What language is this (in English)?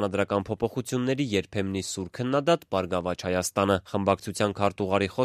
Armenian